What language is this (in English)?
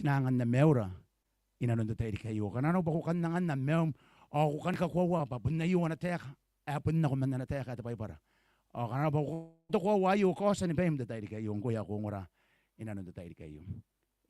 Gilbertese